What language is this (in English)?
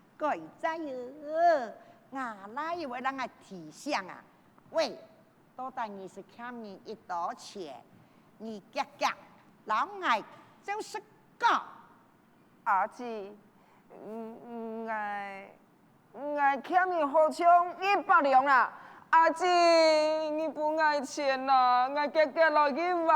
Hakka Chinese